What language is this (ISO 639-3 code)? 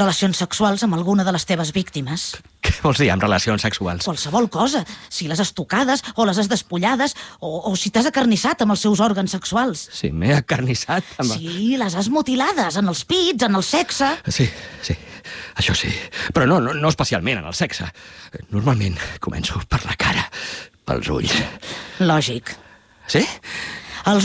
cat